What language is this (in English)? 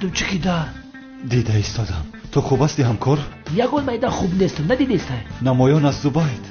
Tajik